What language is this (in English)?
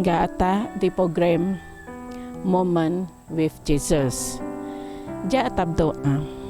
Biatah Bidayuh